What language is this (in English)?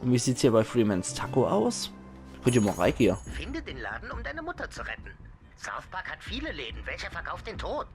Palatine German